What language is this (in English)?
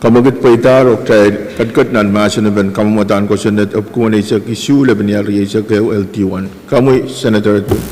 Pohnpeian